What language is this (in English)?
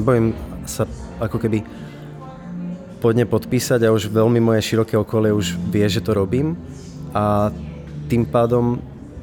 Slovak